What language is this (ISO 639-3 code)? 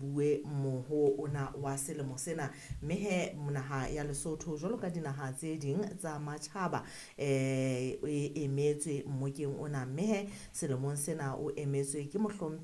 sot